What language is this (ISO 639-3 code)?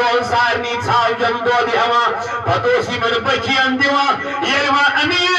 kas